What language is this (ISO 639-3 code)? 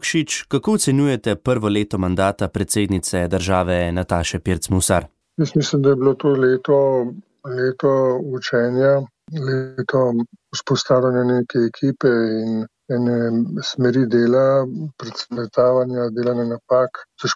slv